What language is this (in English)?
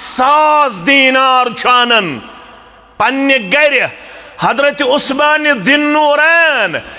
Kashmiri